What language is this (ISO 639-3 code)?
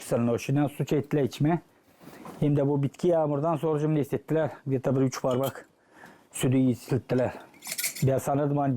gag